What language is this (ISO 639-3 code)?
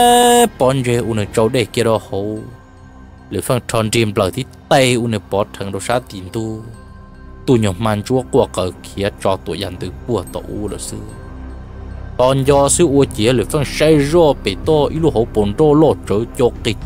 vie